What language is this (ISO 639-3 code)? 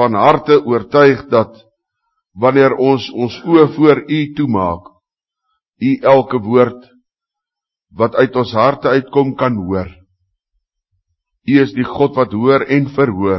afr